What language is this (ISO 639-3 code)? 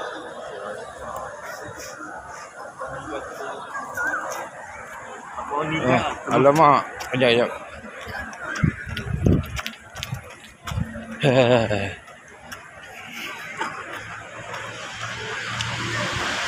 msa